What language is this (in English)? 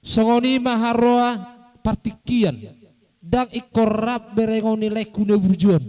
Batak Toba